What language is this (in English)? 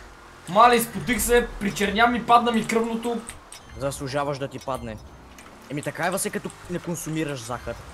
Bulgarian